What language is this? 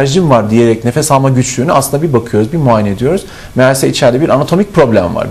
Turkish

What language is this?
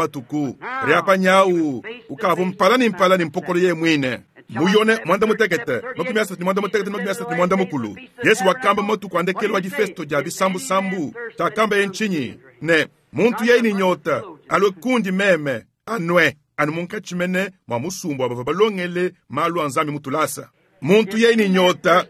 Luba-Lulua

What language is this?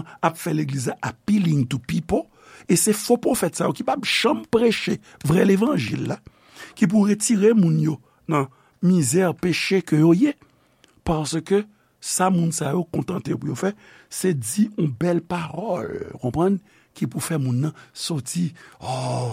Haitian Creole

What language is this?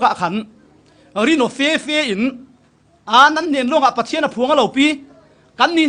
Falam Chin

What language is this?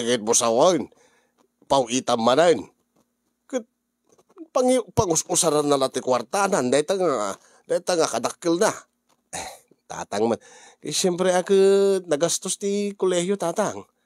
Iloko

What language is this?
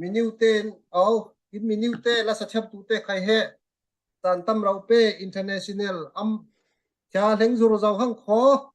Falam Chin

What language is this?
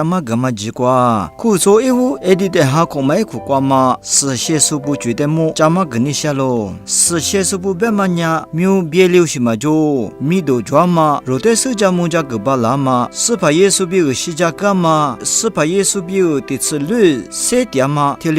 Lisu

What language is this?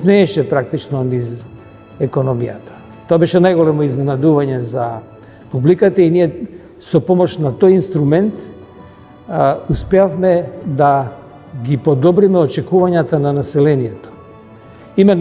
Macedonian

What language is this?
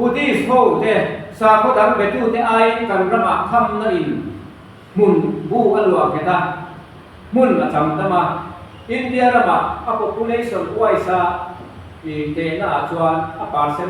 Mizo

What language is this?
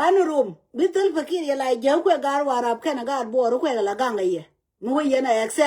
Nuer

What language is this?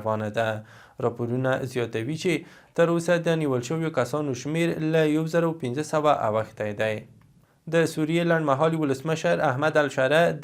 Pashto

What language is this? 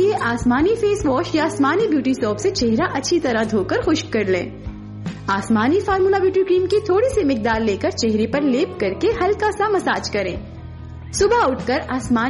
Urdu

